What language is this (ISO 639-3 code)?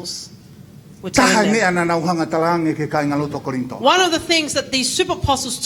ton